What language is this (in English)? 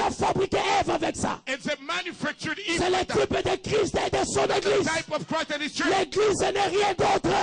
French